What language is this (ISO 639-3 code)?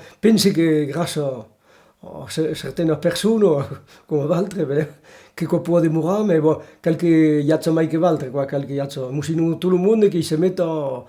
oci